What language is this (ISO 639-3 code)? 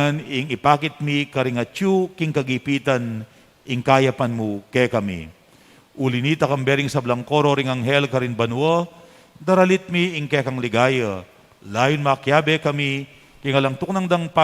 pam